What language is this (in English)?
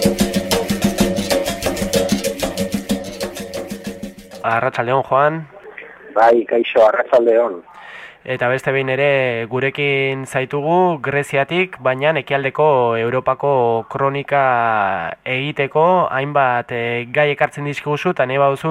Basque